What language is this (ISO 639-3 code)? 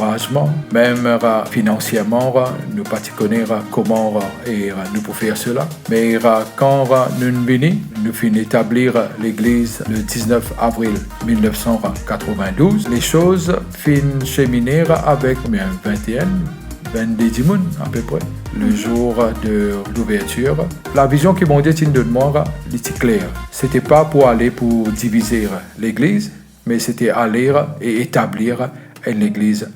mfe